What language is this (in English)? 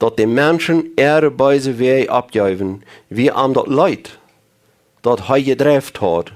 Plautdietsch